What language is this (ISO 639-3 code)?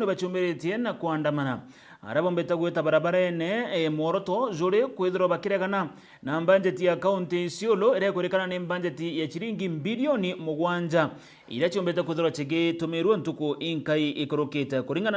mer